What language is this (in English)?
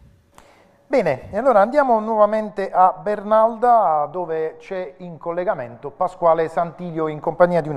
Italian